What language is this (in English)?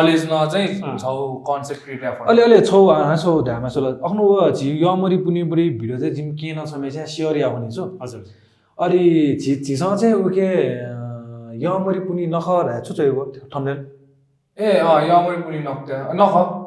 Newari